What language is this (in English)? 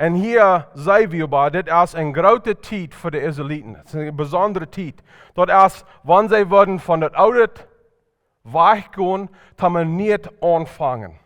Plautdietsch